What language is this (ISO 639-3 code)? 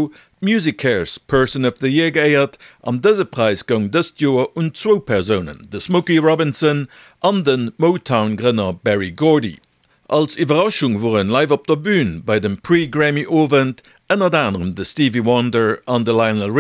ltz